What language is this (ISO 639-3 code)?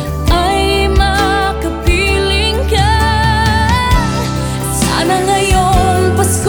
fil